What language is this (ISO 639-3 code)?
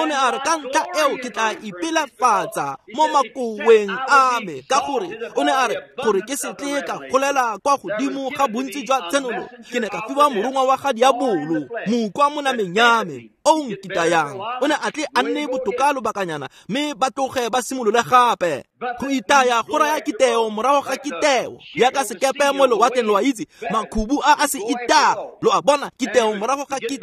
tsn